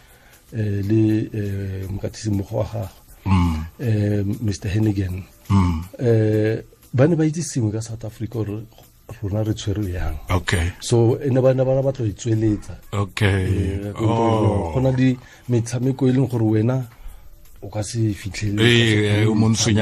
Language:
Tswana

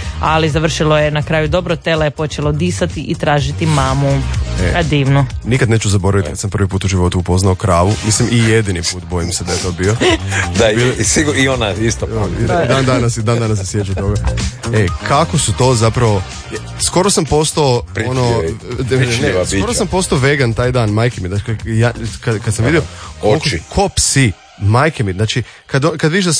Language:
Croatian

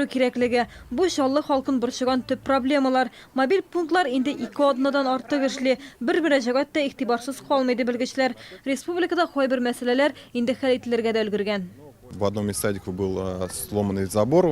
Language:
Tatar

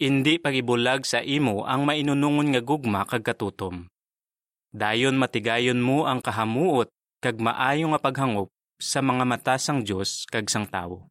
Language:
Hiligaynon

